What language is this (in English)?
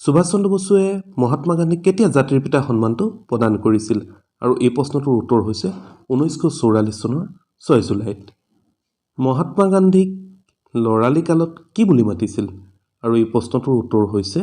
Assamese